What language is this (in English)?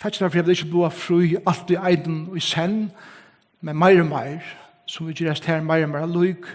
Faroese